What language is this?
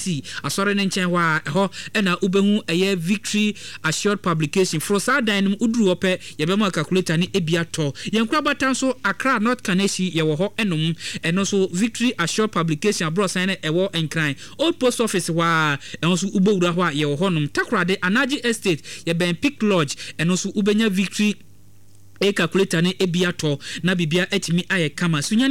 Akan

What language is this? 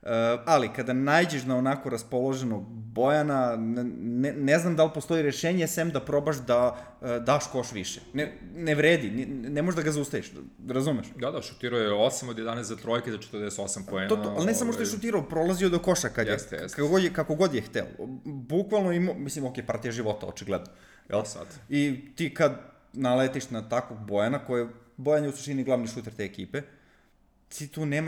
Serbian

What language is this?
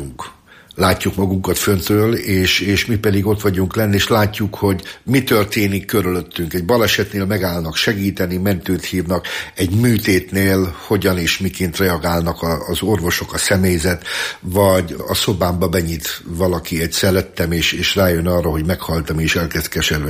Hungarian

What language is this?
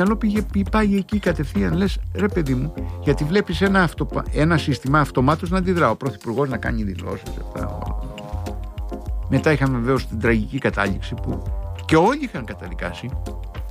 Greek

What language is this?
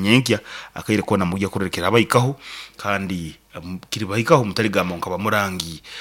Nyankole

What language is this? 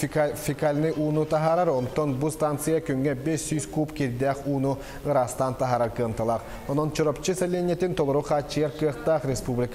Yakut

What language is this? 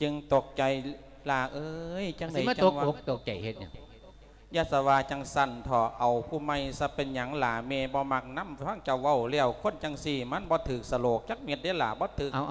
Lao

